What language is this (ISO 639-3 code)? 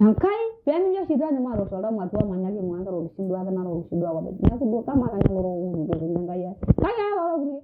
mas